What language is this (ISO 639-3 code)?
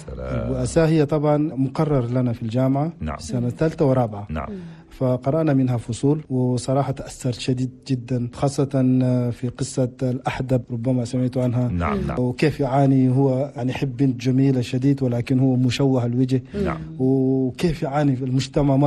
shu